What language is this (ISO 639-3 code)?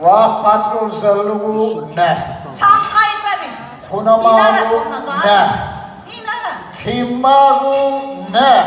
lbe